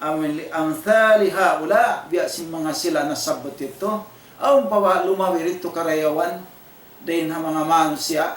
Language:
Tausug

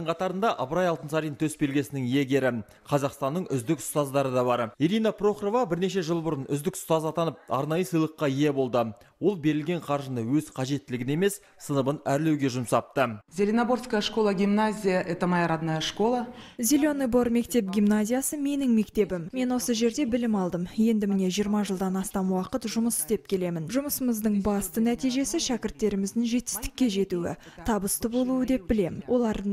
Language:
Kazakh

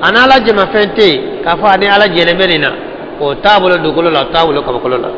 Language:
Bambara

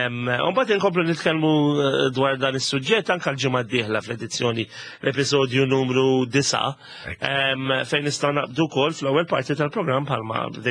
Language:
Maltese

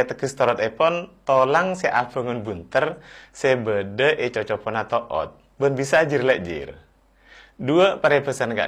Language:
Madurese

